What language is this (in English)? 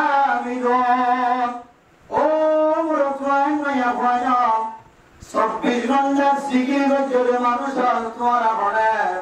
Rohingya